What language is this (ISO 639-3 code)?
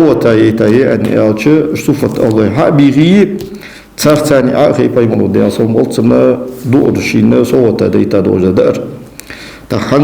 inh